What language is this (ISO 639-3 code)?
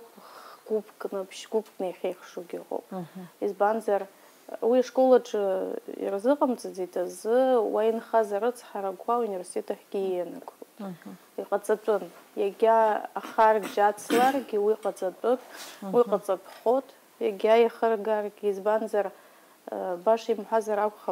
abk